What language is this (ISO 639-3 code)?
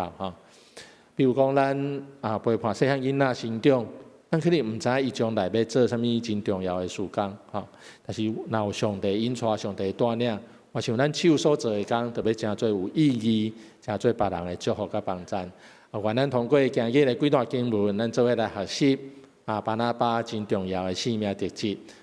nan